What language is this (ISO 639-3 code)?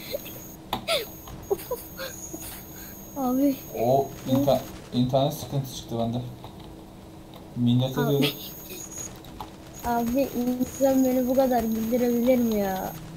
tur